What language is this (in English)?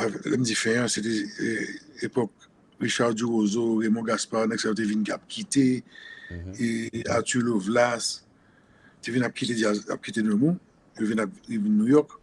Haitian Creole